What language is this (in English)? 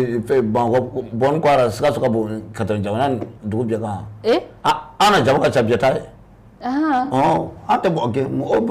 Bambara